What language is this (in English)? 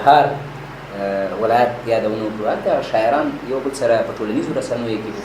Pashto